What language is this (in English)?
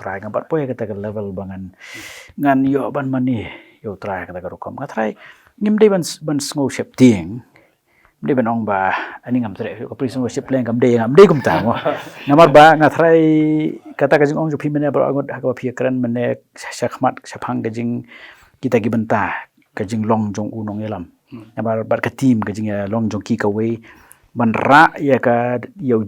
Khasi